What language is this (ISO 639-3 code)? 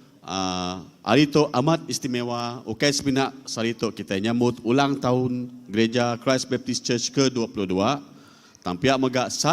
iba